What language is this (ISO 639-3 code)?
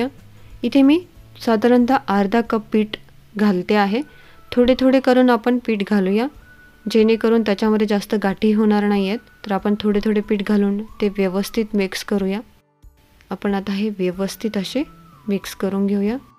mar